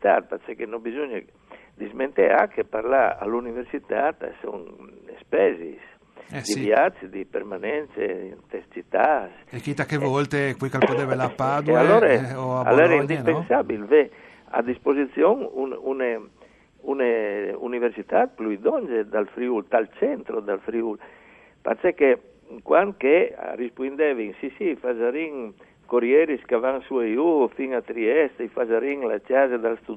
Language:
Friulian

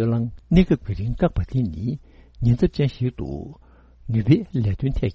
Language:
Tibetan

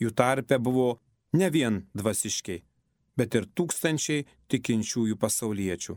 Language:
Lithuanian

